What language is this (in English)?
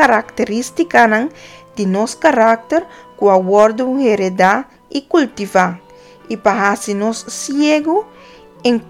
Papiamento